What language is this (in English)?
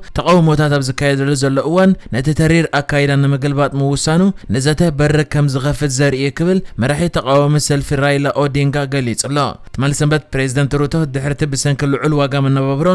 Tigrinya